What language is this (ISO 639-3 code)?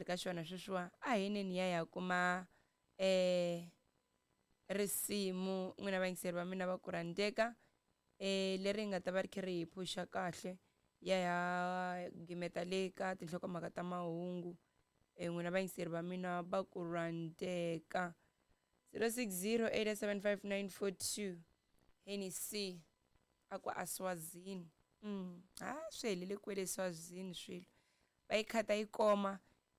tso